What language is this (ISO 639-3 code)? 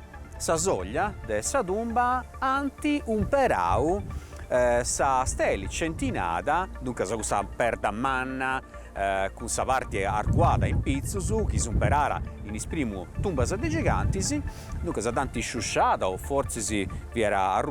srd